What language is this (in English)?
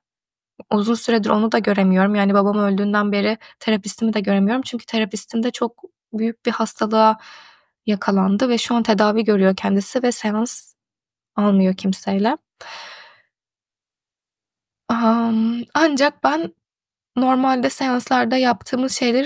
Turkish